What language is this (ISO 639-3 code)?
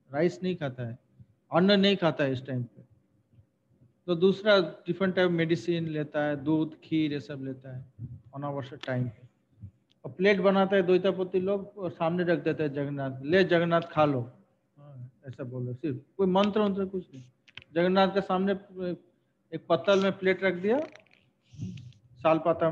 hin